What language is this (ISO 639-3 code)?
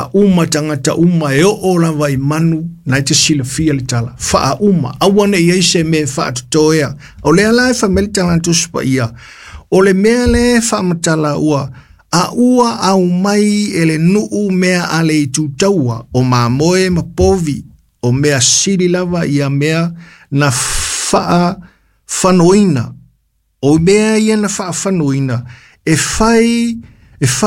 smo